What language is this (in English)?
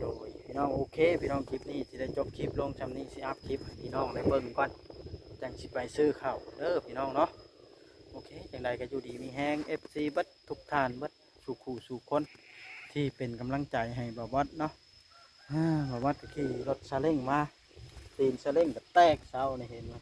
Northeastern Thai